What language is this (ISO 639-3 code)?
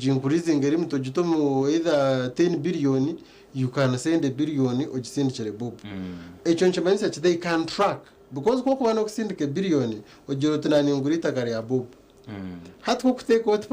nyn